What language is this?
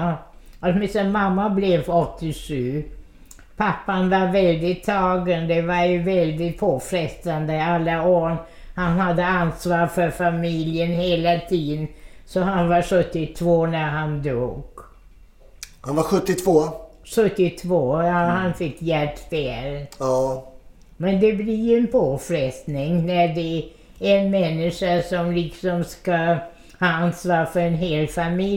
Swedish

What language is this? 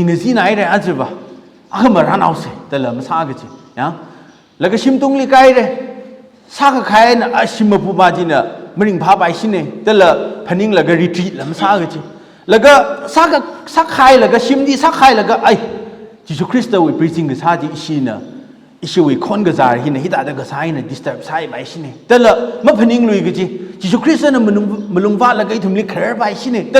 Tangkhul Naga (India)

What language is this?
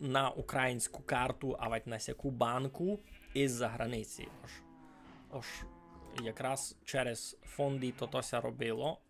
Rusyn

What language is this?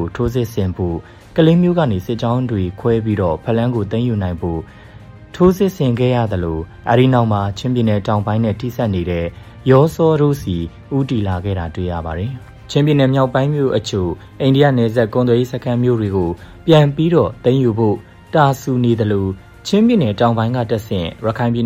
Burmese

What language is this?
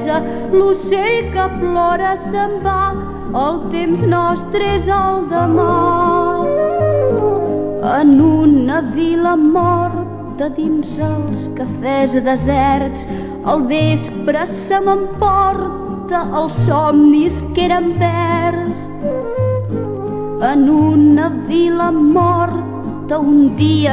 Catalan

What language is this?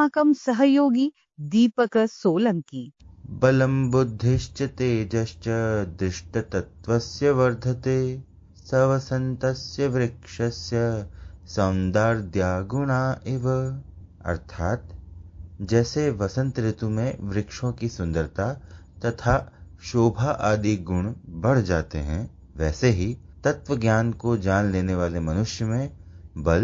Sanskrit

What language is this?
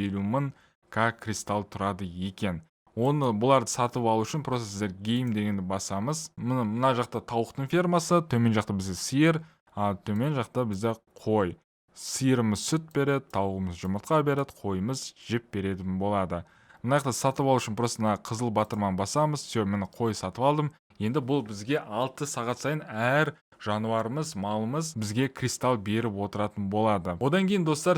Kazakh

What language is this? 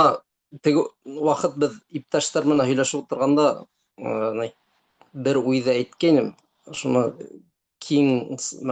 Bashkir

